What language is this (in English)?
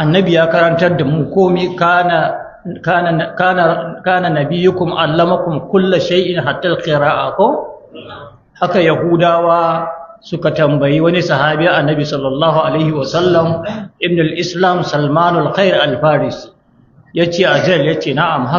Hausa